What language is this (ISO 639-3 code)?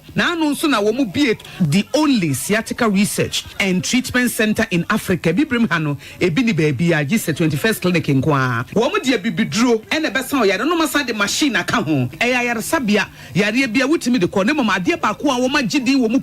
aka